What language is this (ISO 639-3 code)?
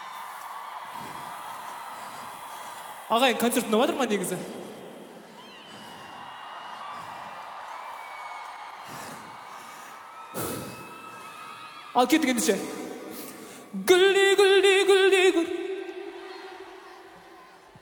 kaz